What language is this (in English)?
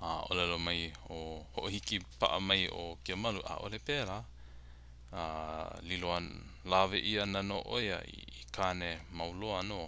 Hawaiian